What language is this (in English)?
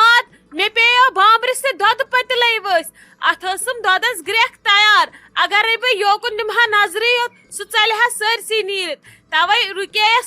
Kashmiri